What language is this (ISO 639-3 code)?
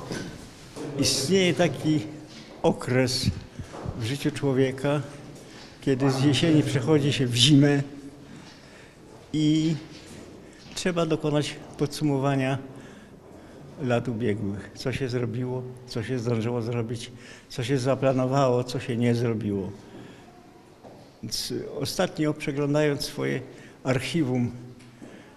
pol